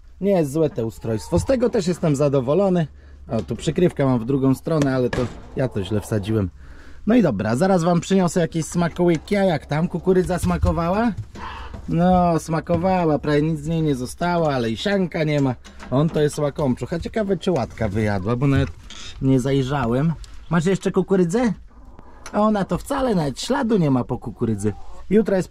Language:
Polish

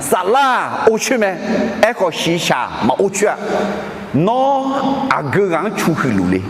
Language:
Akha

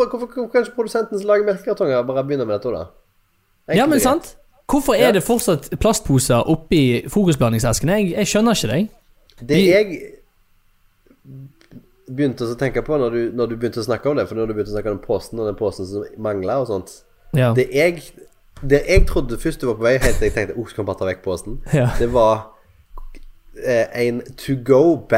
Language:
Norwegian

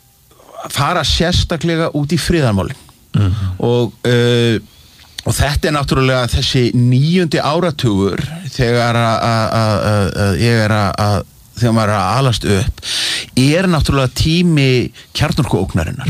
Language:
Icelandic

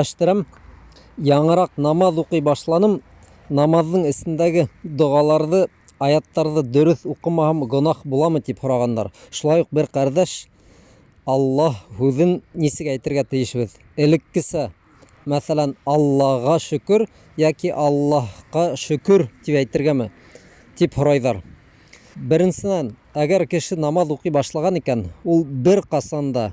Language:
Bashkir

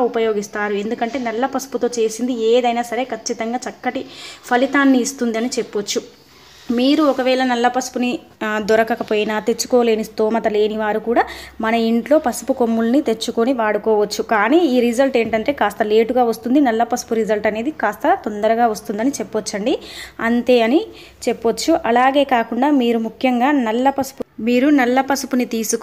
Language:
Telugu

